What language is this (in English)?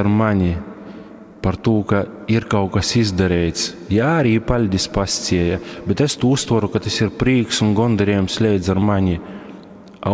Latgalian